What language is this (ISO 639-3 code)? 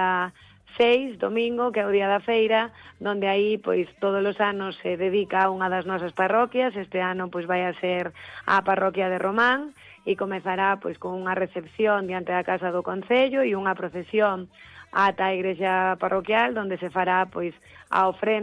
glg